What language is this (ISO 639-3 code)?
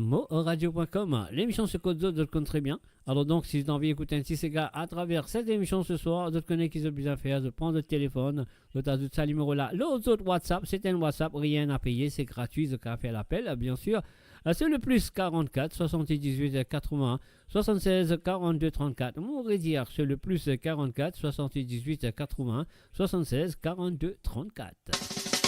mfe